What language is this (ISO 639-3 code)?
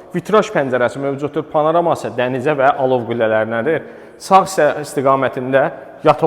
aze